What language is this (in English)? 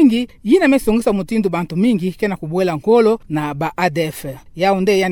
Kituba (Democratic Republic of Congo)